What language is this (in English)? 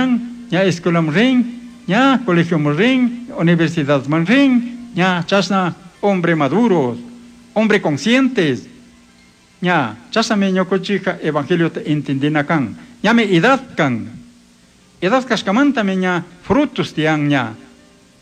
Chimborazo Highland Quichua